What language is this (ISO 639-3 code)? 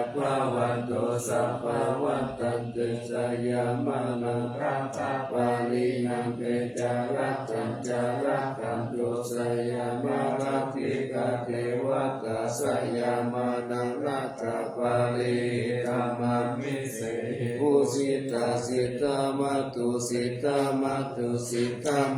pli